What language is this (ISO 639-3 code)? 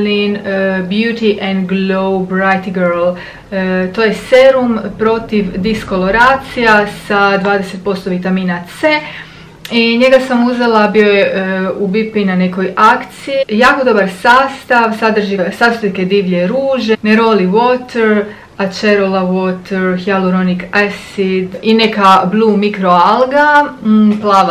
hrv